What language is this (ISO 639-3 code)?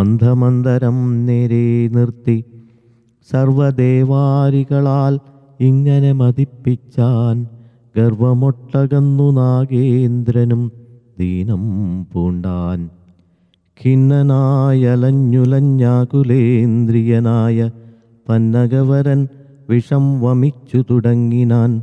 mal